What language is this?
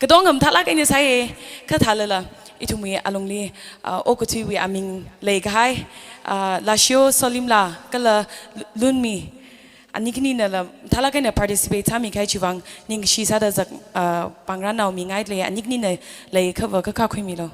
Tangkhul Naga (India)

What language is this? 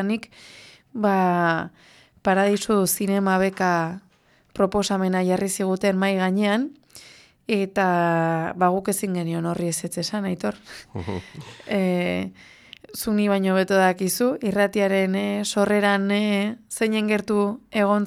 Basque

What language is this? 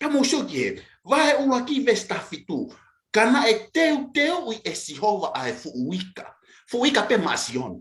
Tongan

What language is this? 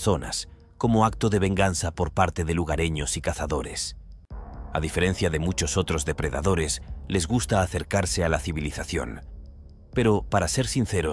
Spanish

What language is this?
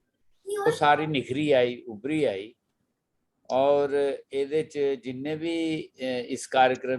Dogri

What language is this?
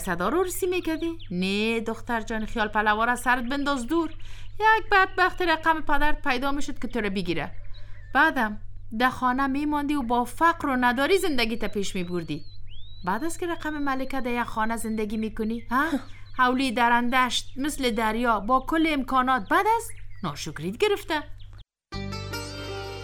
Persian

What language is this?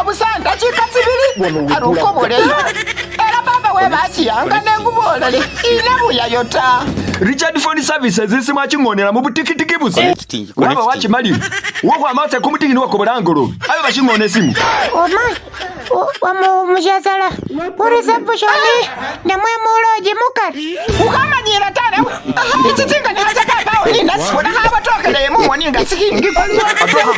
Masaaba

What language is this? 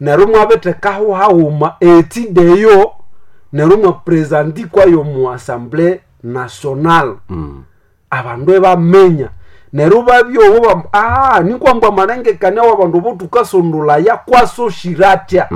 Nande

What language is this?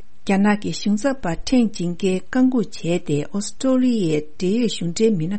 Tibetan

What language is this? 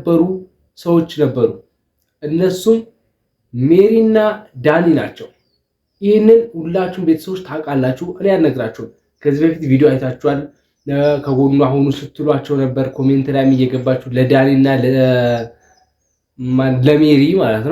Amharic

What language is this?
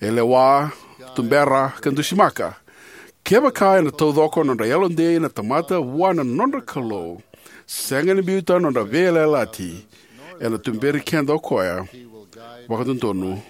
Fijian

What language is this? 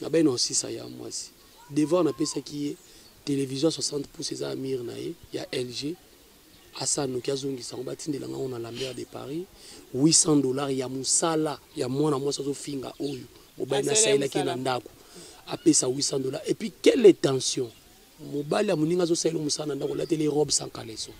Lingala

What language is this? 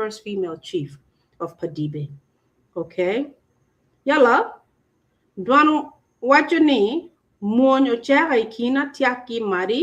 Acoli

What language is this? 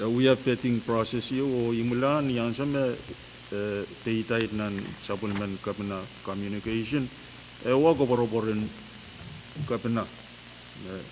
Pohnpeian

